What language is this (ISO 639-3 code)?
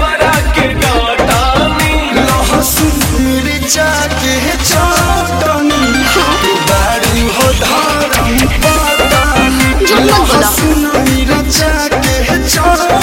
bho